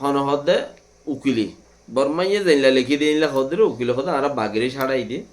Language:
Rohingya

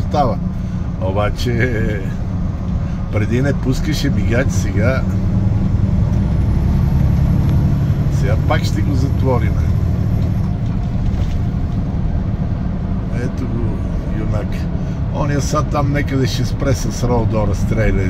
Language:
Bulgarian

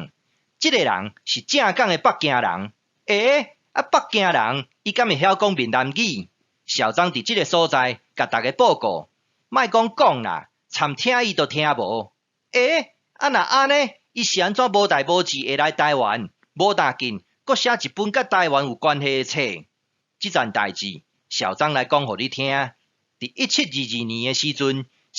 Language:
Min Nan Chinese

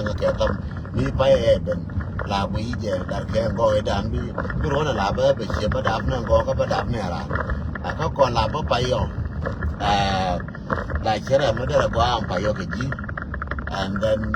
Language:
Nuer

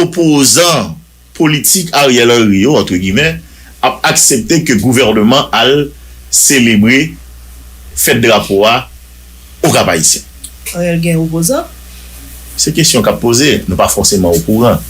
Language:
Haitian Creole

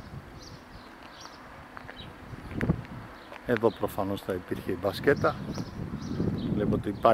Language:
Greek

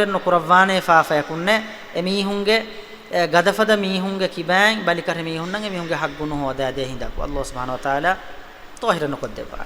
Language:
Divehi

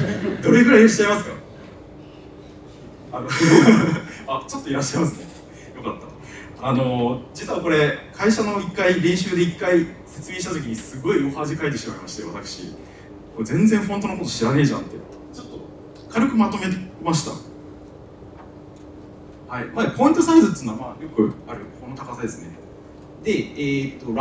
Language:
Japanese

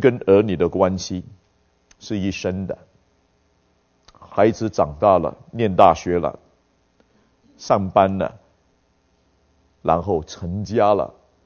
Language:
Chinese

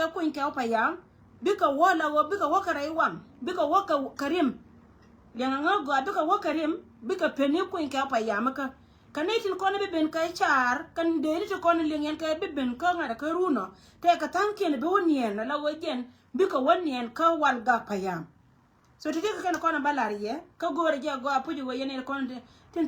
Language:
Nuer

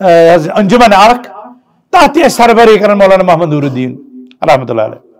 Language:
Kashmiri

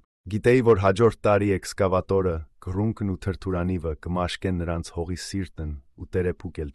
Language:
Armenian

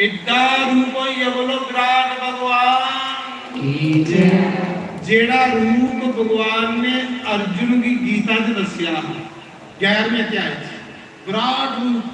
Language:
Dogri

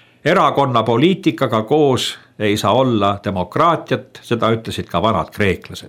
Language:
Estonian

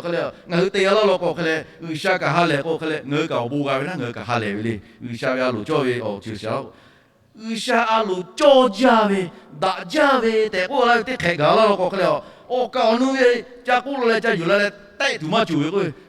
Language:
Lahu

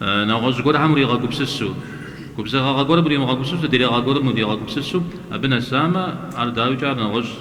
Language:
Kabardian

